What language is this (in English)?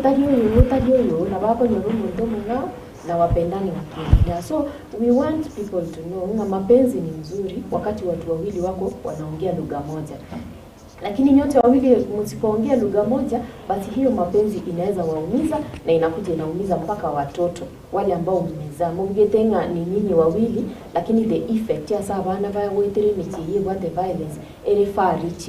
Gusii